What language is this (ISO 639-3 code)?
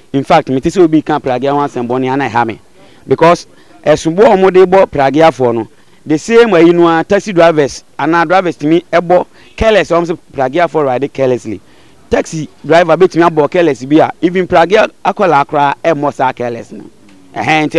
aka